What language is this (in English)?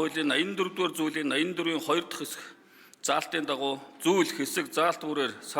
Mongolian